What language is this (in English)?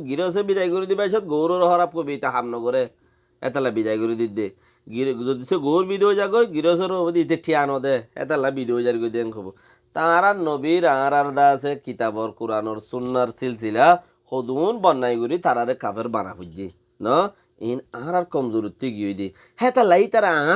Rohingya